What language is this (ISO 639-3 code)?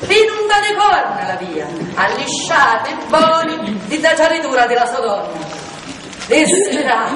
scn